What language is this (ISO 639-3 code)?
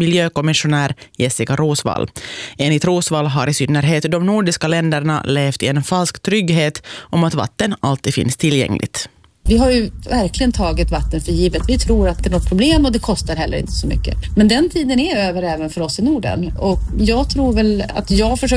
swe